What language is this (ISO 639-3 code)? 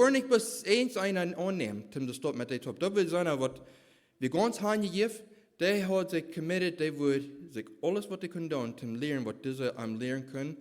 pdt